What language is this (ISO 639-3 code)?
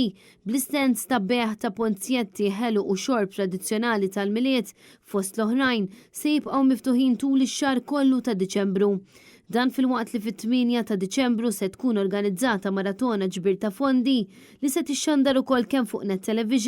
mlt